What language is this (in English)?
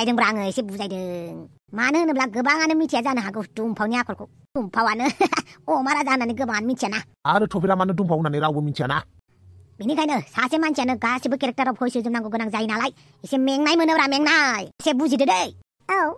Bodo